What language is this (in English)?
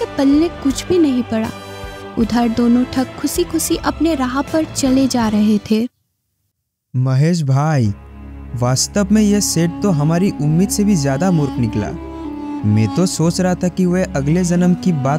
Hindi